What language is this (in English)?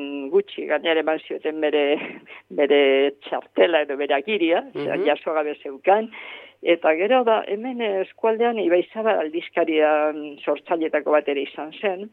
Basque